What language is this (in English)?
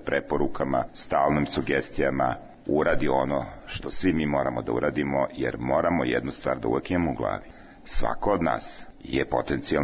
Serbian